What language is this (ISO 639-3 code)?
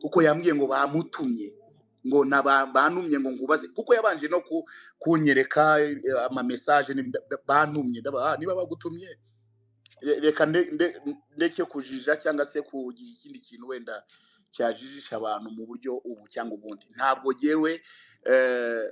kin